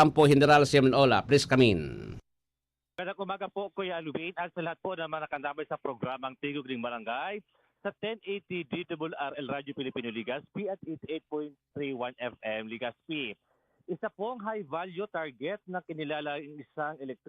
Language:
Bikol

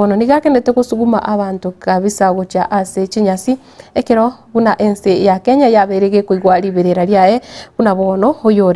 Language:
Gusii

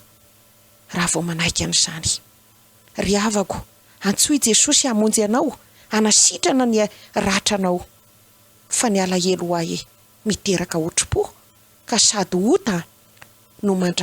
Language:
Malagasy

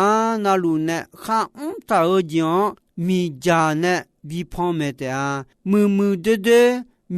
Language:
Akha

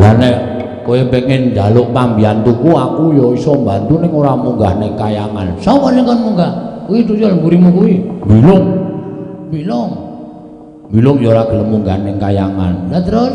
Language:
Javanese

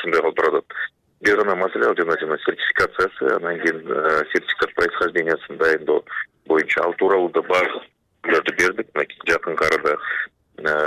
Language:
Kyrgyz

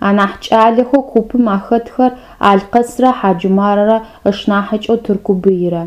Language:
Adyghe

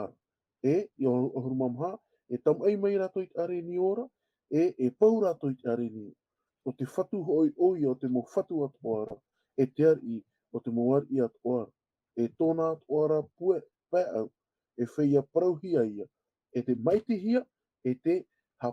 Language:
Tahitian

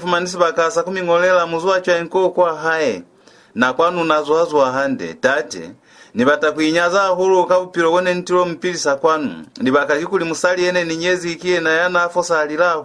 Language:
Lozi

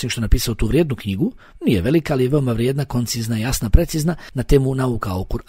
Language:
Bosnian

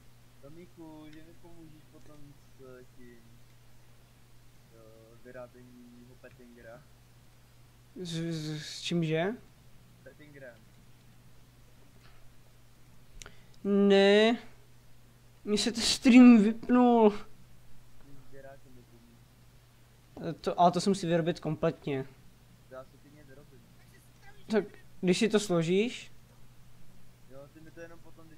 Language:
Czech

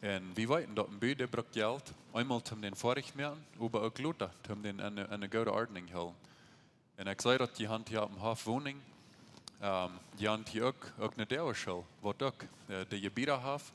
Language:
Plautdietsch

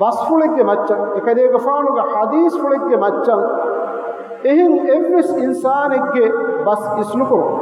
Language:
Divehi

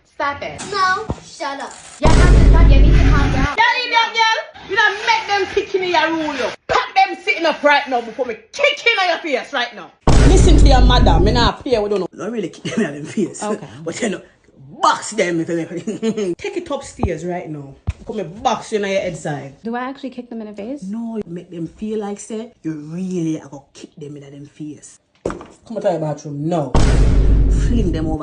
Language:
Jamaican Creole English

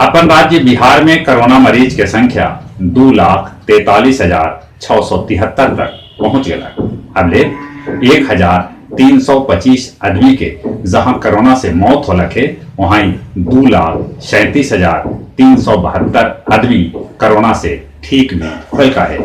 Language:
Magahi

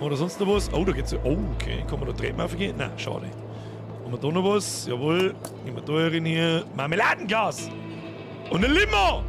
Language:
Bavarian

